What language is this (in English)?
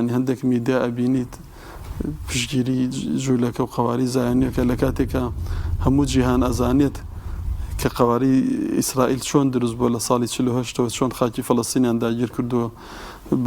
Central Kurdish